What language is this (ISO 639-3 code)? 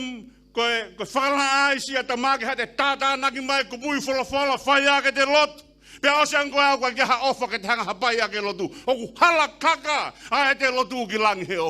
ton